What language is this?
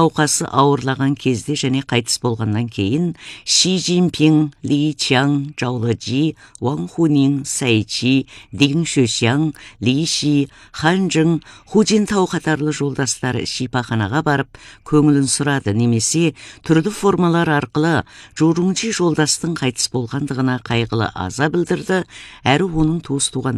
Kazakh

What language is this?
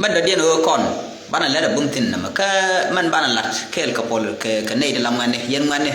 Nuer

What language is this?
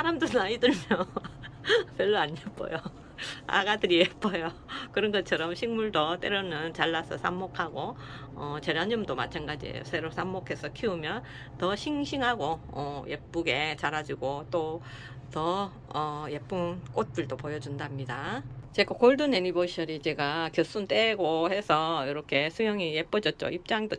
Korean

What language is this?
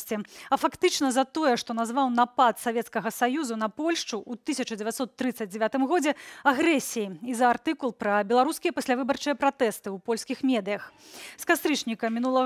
Belarusian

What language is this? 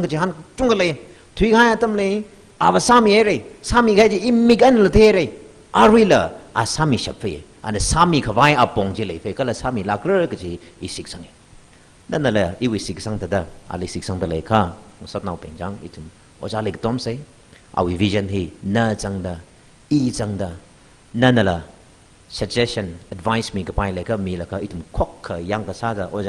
Tangkhul Naga (India)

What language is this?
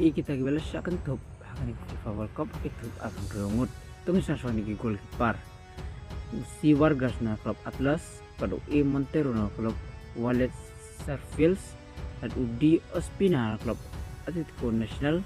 Khasi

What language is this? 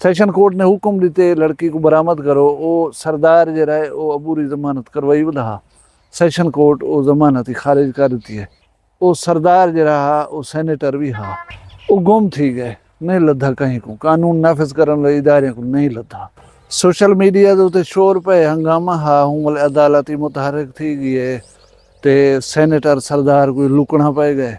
Saraiki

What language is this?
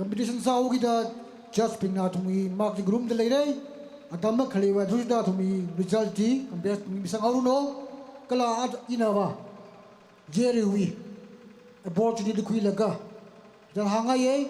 Tangkhul Naga (India)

